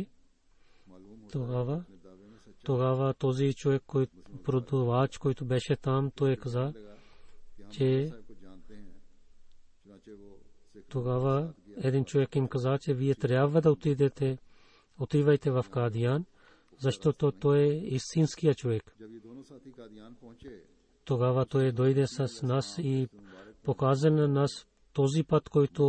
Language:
Bulgarian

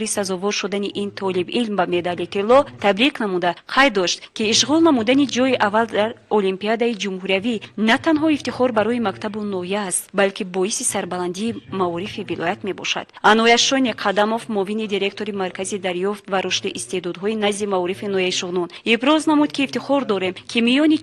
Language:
Tajik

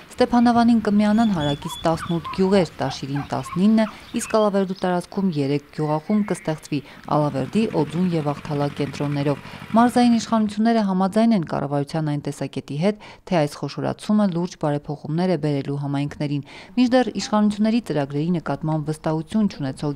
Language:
Armenian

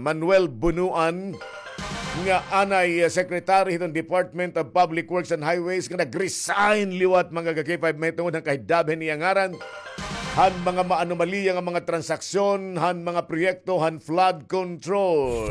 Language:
Waray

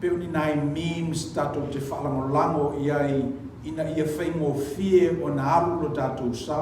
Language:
Samoan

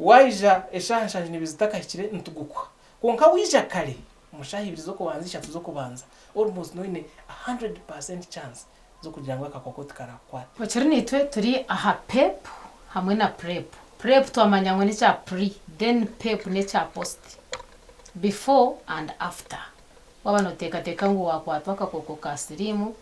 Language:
Nyankole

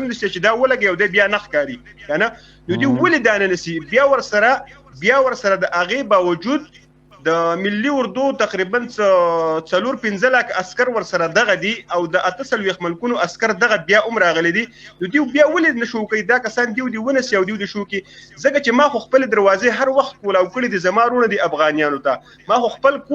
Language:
Pashto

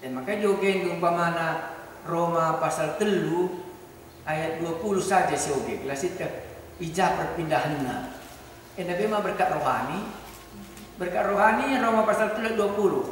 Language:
Batak Karo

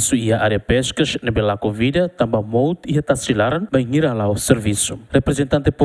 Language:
Tetum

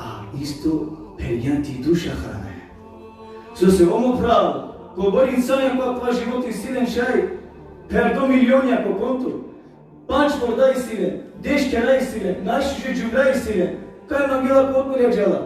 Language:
Balkan Romani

